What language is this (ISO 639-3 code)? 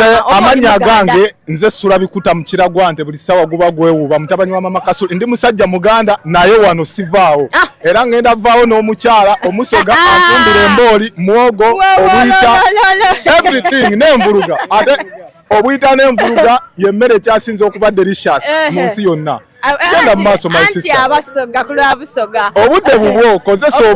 xog